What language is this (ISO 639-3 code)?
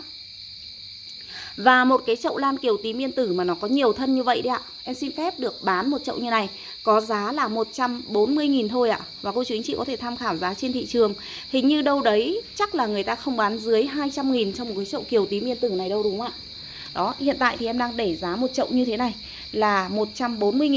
vie